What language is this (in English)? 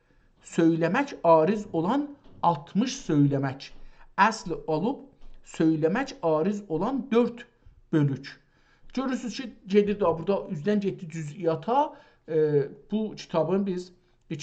South Azerbaijani